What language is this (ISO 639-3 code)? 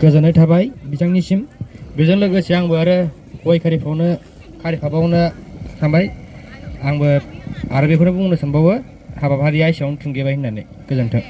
brx